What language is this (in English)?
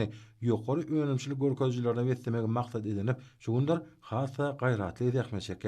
Turkmen